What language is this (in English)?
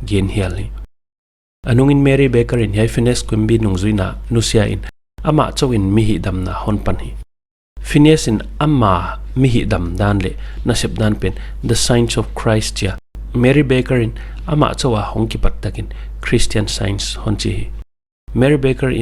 Paite Chin